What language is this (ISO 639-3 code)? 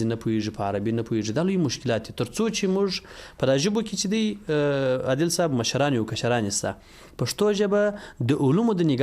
pus